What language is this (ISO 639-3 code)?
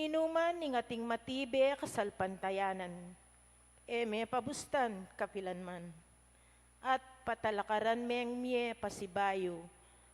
pam